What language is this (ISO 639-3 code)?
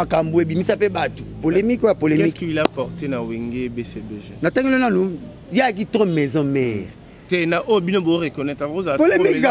lin